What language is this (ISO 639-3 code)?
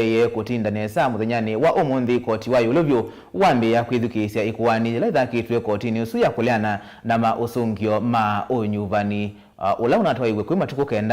kam